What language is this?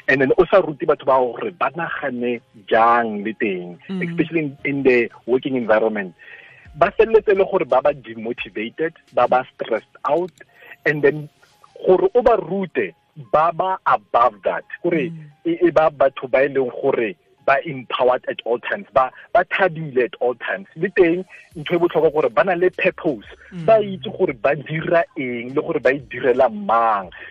Tswana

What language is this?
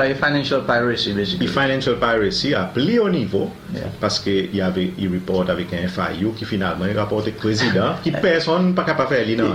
Seselwa Creole French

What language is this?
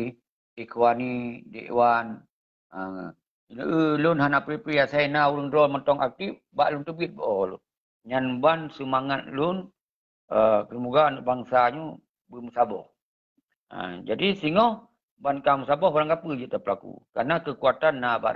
Achinese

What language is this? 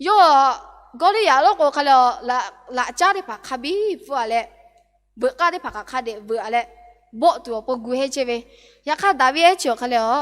Lahu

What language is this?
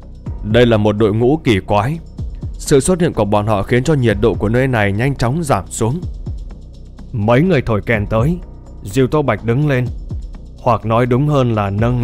Vietnamese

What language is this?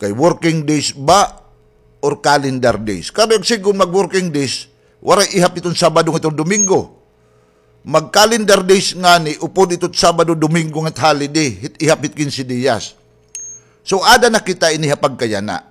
Waray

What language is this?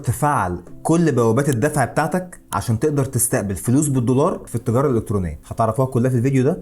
Egyptian Arabic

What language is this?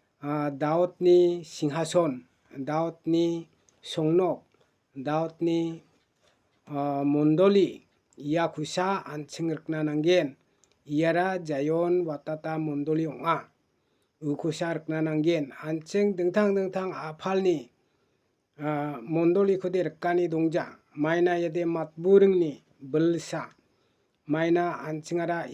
Garo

